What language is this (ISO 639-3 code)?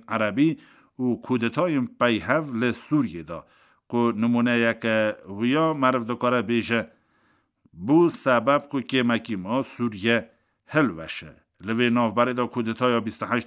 kur